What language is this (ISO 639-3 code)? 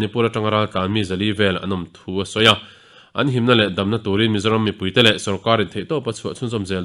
lus